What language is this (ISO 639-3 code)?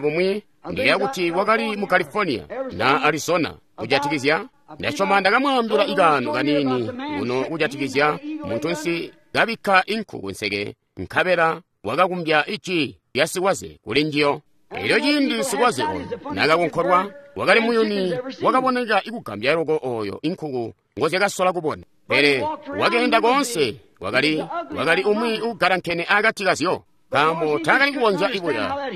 toi